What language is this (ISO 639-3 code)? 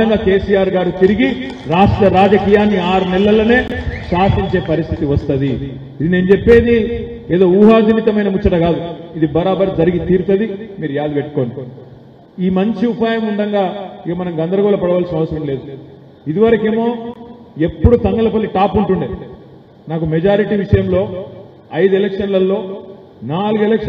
tel